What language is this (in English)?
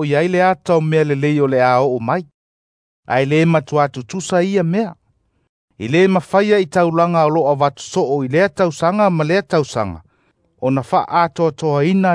Samoan